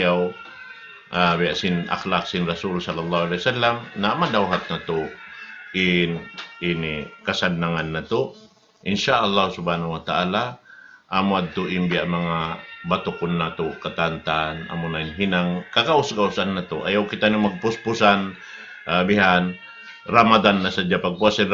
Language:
Tausug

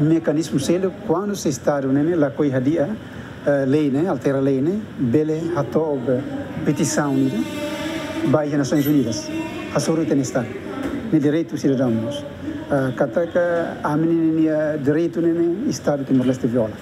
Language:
Tetum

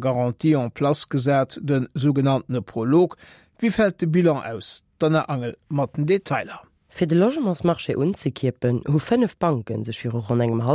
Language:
Luxembourgish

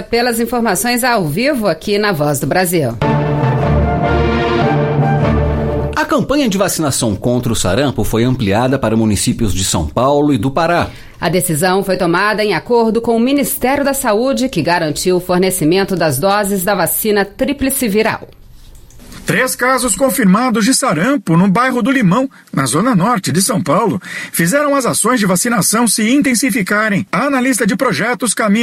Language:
Portuguese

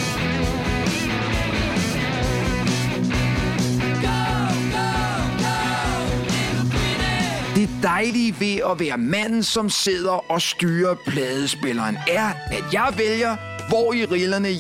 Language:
Danish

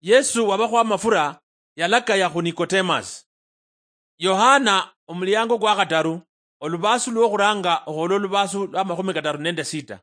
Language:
Luyia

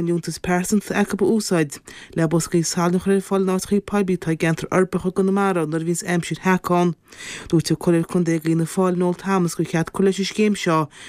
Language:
Irish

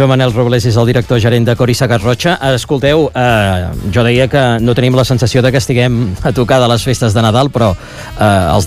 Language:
Catalan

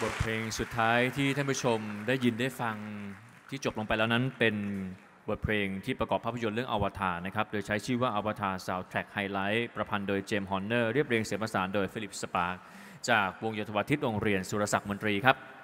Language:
Thai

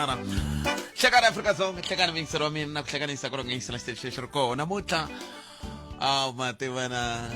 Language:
Tsonga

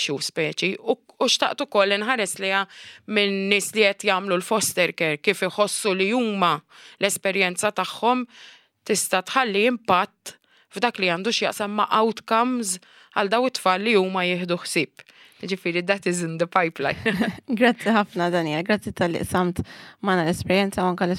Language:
Maltese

